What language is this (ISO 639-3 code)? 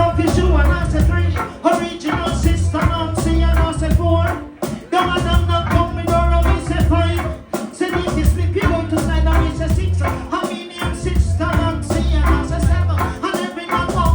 jam